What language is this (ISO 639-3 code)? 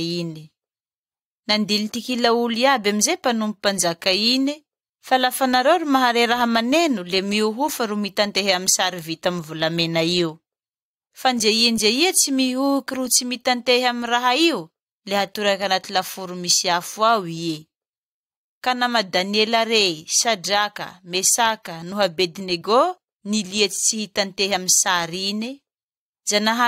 mlg